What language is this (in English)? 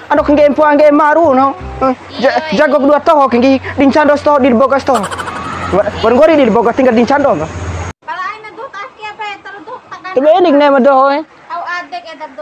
Bima